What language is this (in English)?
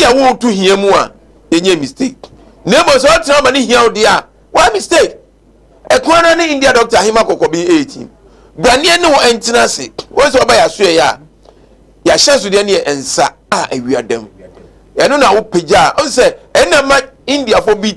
Akan